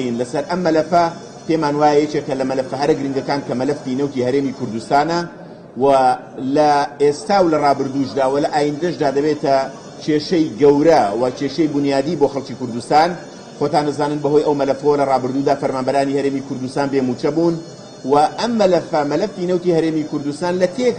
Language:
Central Kurdish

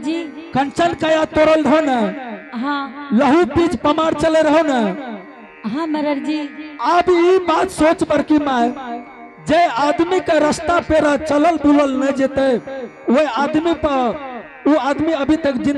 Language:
Angika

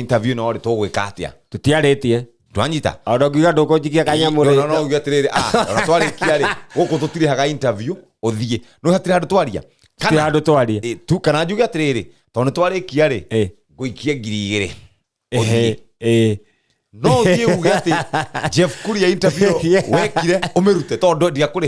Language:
Kikuyu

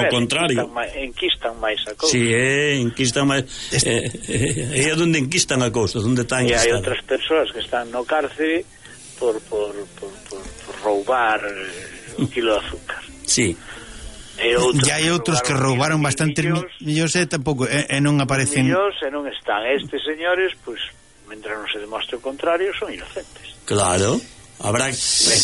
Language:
Galician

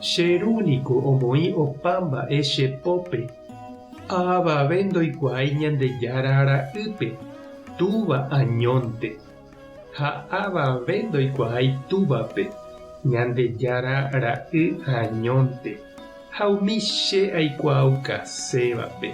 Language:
Guarani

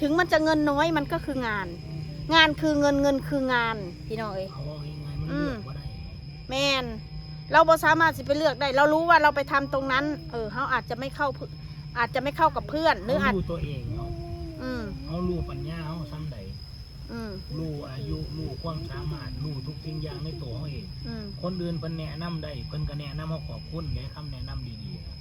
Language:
Northeastern Thai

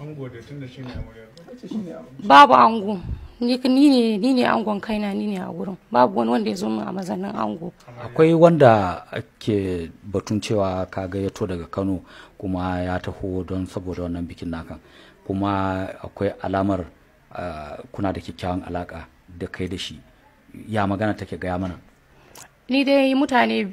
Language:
Hausa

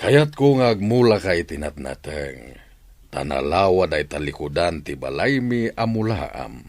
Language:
Iloko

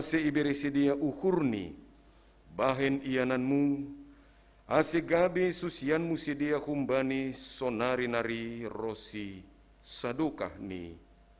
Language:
Batak Simalungun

